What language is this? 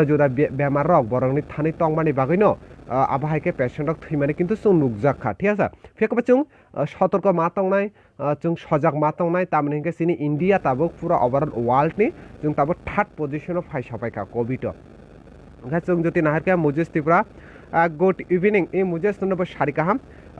Kok Borok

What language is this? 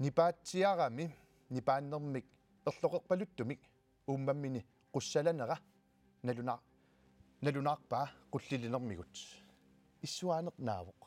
Kalaallisut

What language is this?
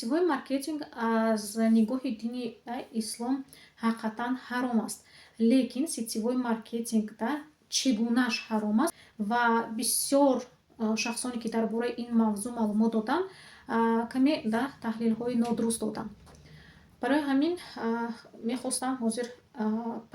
Tajik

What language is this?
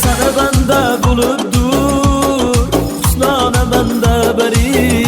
Kara-Kalpak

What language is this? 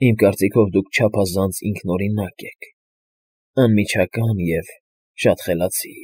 Armenian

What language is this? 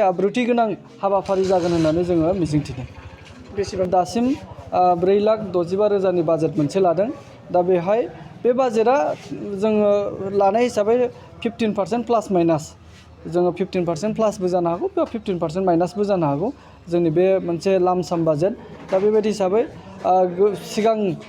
Bodo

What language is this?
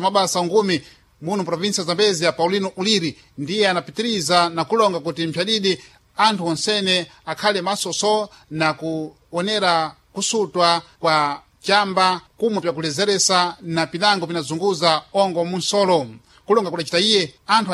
Sena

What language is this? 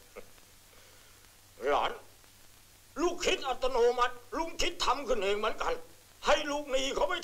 Thai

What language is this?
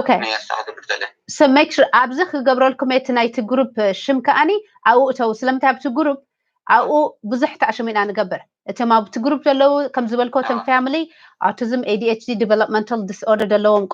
Tigrinya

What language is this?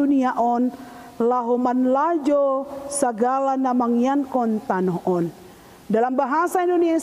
Batak Simalungun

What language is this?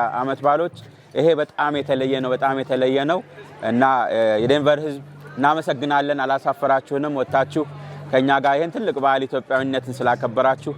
Amharic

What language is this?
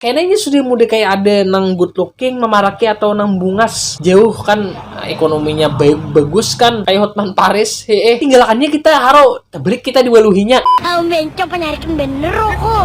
Banjar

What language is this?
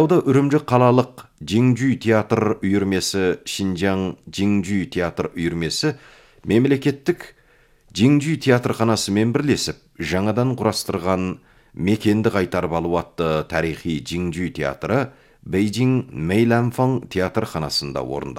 Kazakh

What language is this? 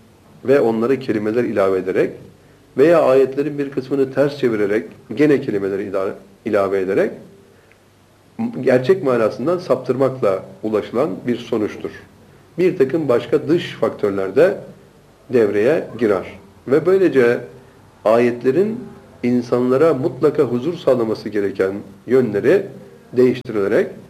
Turkish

